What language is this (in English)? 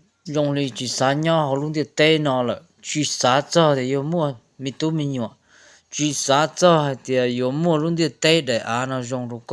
Hmong